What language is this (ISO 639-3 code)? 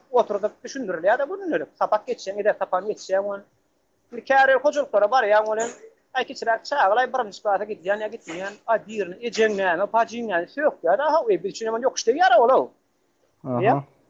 tuk